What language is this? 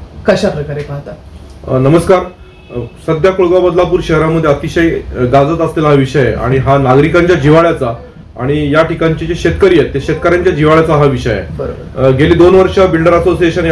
Marathi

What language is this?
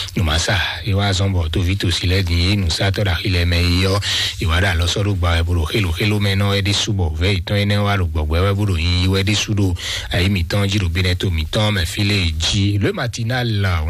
Fon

